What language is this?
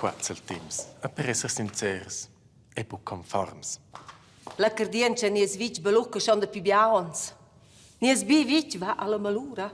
Romansh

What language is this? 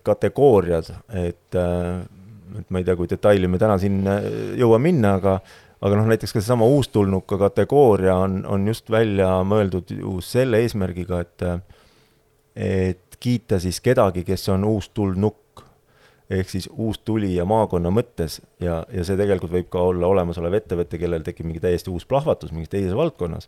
Estonian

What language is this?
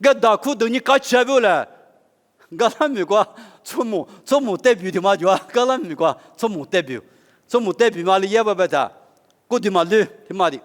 Lisu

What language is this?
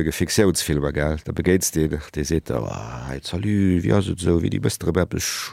Luxembourgish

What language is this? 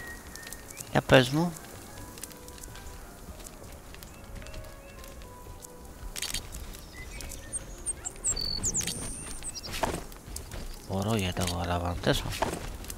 Greek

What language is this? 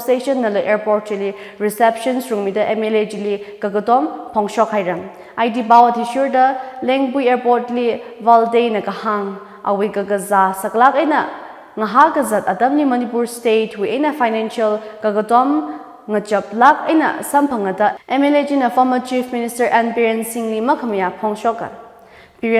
Tangkhul Naga (India)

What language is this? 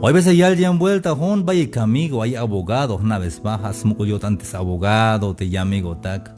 Tzeltal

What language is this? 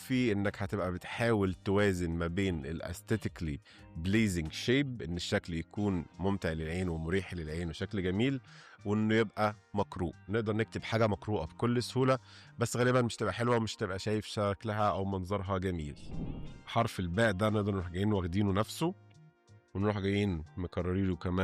Egyptian Arabic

